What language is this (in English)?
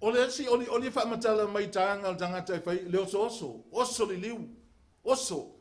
Samoan